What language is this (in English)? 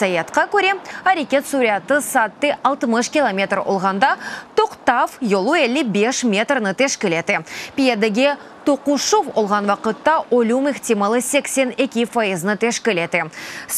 Crimean Tatar